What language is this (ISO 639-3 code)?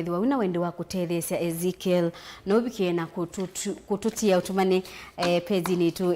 kam